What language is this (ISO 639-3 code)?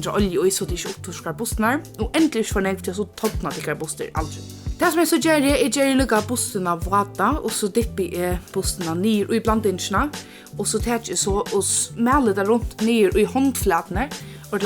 fao